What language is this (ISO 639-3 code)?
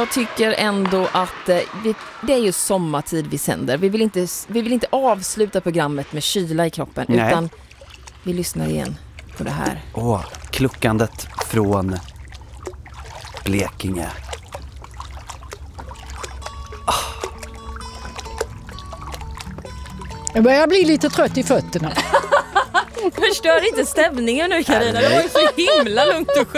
swe